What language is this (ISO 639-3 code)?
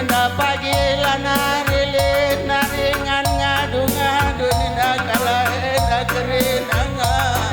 btx